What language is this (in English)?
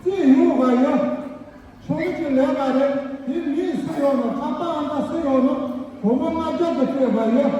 Tibetan